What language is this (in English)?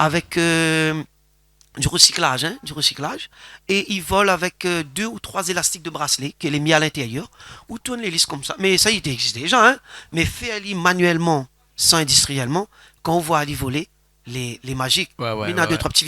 Réunion Creole French